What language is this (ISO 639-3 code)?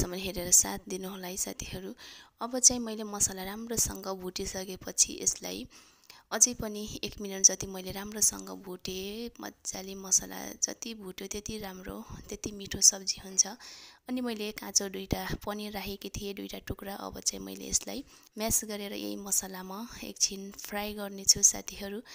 nep